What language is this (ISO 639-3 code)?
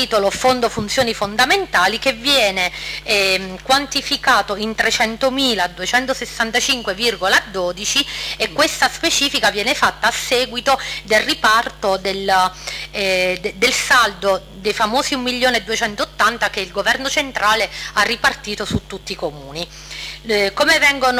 ita